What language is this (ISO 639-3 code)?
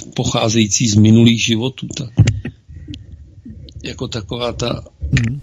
ces